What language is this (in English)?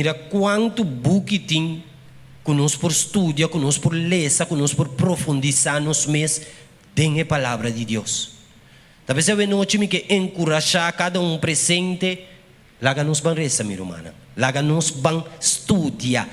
Papiamento